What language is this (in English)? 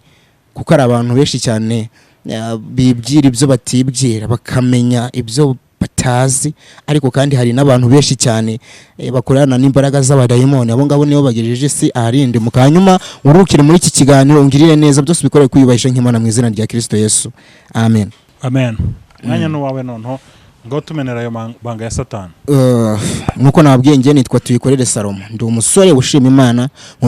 Kinyarwanda